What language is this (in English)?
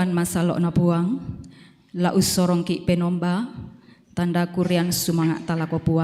Toraja-Sa'dan